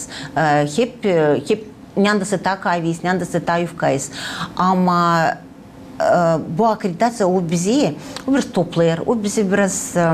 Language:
Gagauz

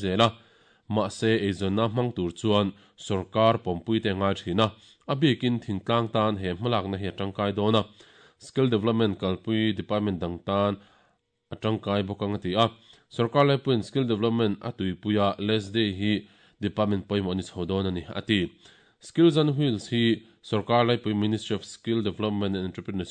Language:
Mizo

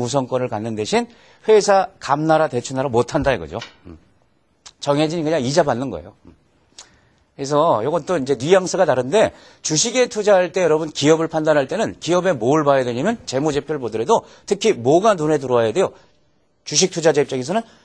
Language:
Korean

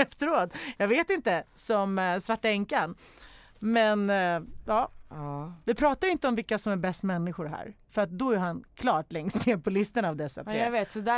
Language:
Swedish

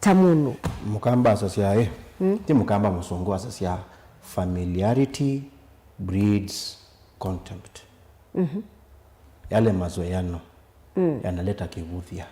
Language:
Kamba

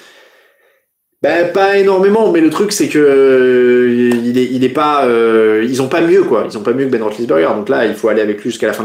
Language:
French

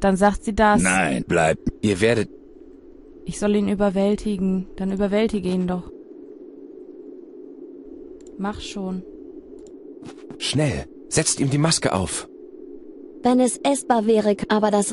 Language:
German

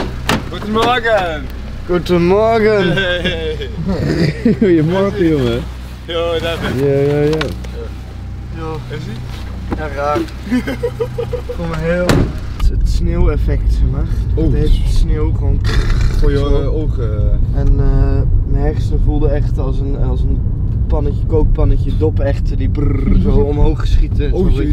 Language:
Dutch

